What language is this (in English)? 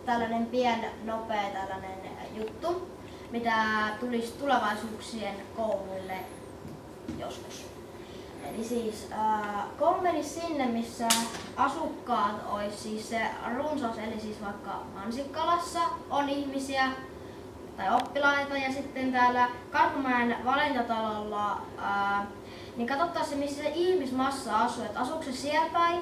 Finnish